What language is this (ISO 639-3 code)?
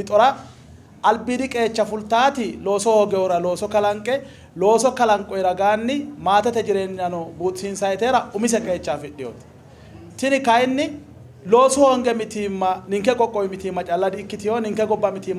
sid